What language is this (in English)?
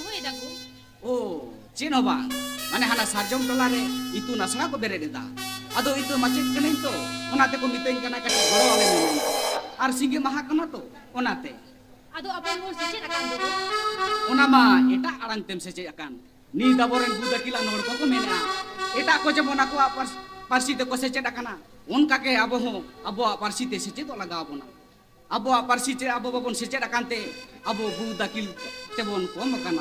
Santali